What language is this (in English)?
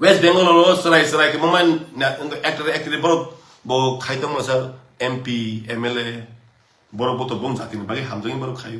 Kok Borok